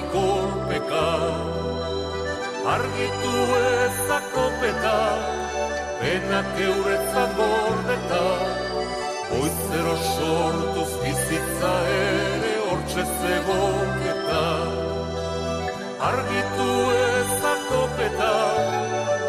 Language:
Basque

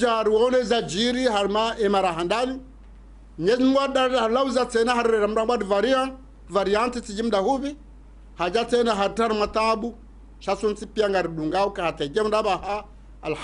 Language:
Ngazidja Comorian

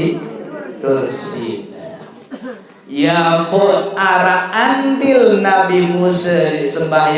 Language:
Sasak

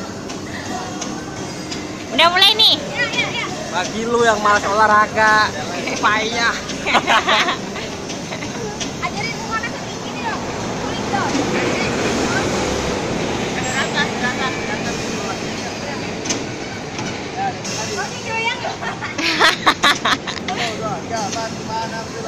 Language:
Indonesian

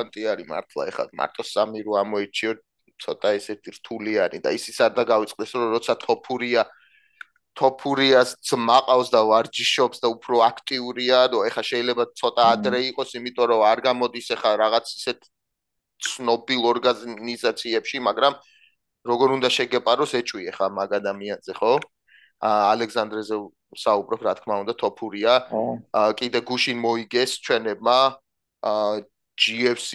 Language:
Georgian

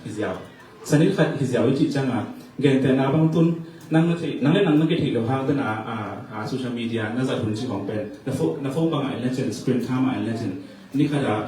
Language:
Tedim Chin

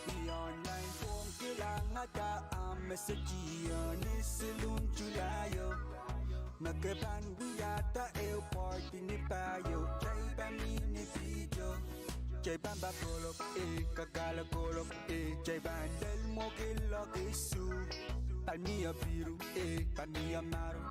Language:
Pohnpeian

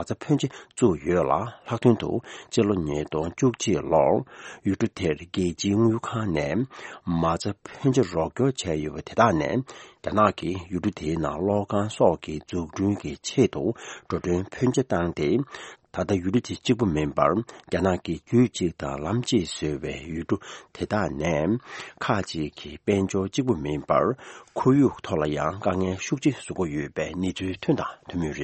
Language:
Tibetan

